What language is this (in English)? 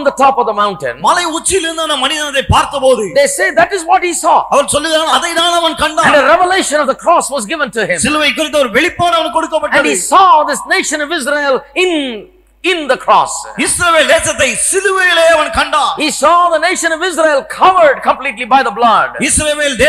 Tamil